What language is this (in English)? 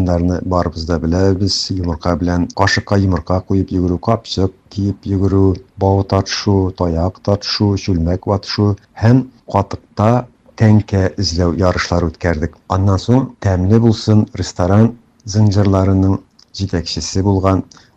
Tatar